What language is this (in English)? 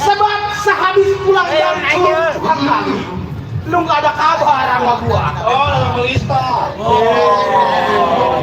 Betawi